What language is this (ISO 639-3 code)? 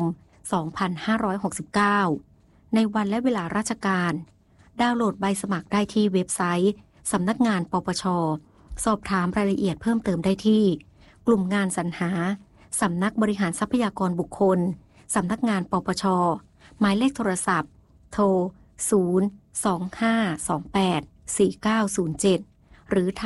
tha